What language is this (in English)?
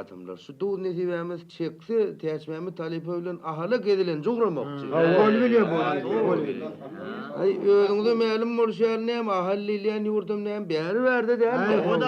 Turkmen